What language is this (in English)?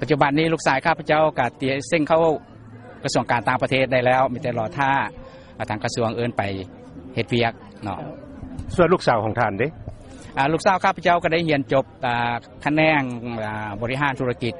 Lao